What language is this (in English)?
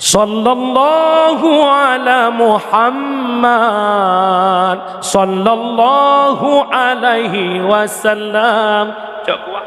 Achinese